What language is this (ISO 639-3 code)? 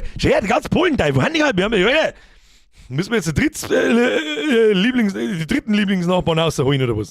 bar